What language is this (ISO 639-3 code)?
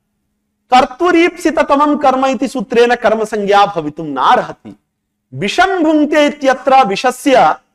san